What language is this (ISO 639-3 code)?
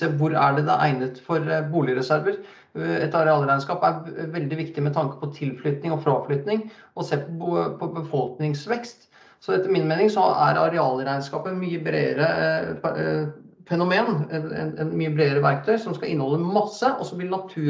nor